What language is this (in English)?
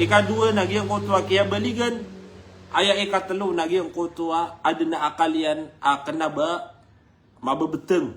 Maranao